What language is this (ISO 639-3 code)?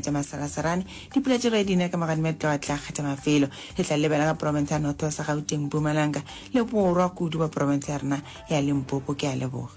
nso